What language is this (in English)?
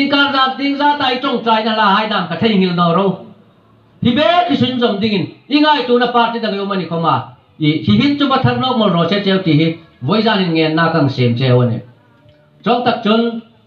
Hmar